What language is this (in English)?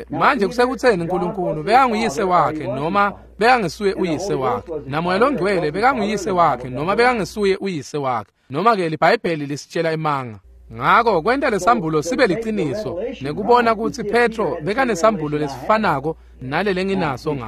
Swati